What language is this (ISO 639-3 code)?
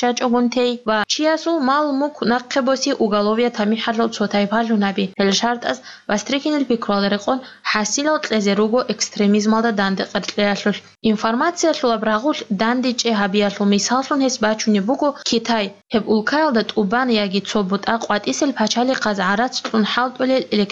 ava